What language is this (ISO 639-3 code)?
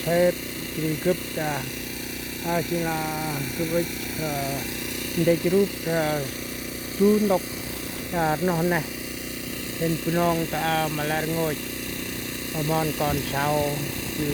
cmo